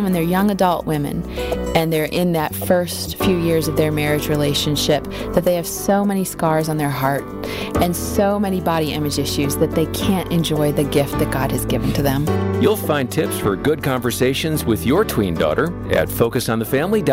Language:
English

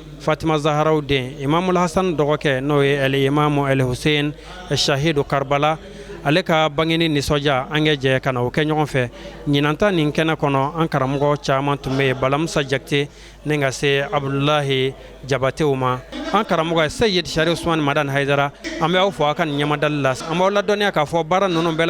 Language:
Bambara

